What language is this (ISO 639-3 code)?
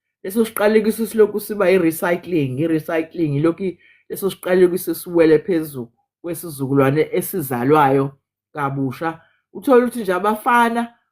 zul